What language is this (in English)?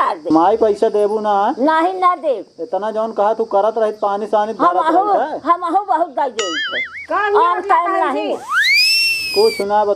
Awadhi